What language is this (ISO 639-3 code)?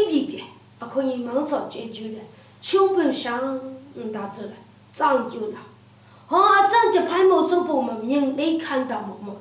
lsi